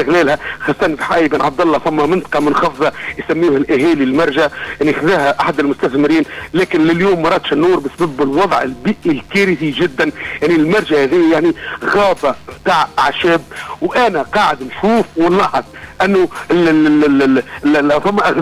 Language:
Tunisian Arabic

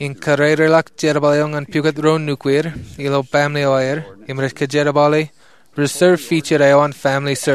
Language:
Marshallese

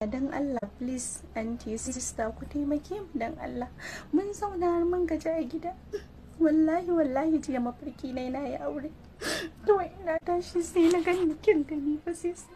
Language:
Hausa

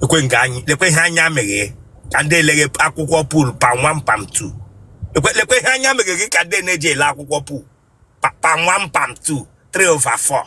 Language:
Igbo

